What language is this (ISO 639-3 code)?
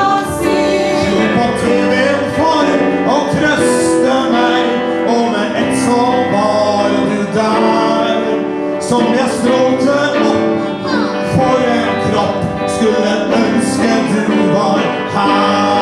nor